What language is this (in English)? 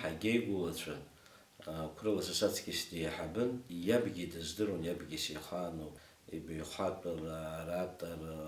Abkhazian